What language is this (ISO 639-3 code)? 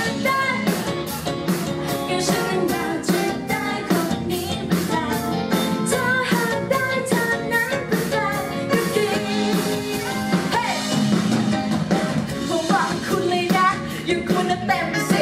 tha